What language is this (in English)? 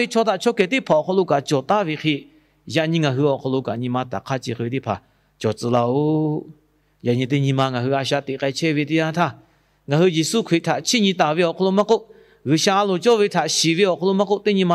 Lahu